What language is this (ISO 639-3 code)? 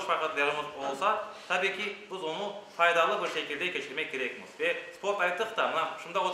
crh